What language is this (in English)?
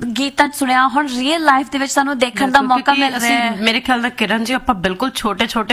Punjabi